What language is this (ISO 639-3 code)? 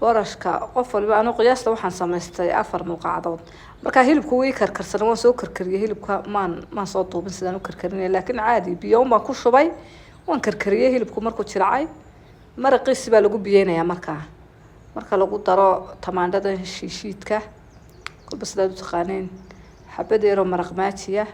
som